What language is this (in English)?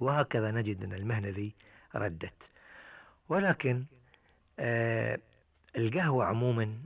Gulf Arabic